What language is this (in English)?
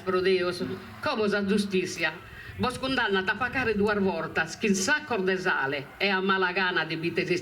Sardinian